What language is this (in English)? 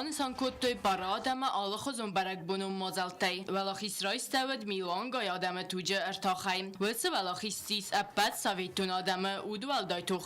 Ossetic